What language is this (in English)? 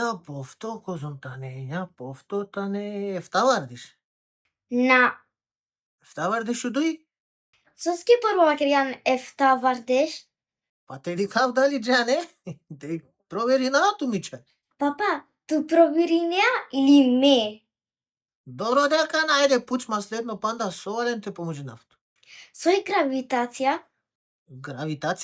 Macedonian